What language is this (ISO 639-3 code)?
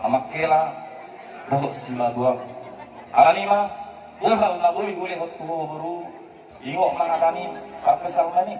bbc